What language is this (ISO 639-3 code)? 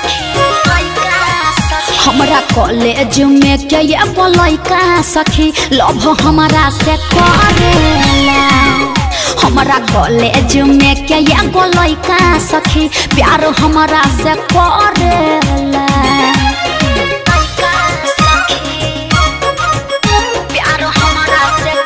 bho